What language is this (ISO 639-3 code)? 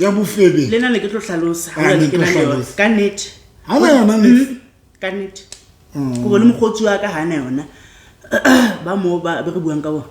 sot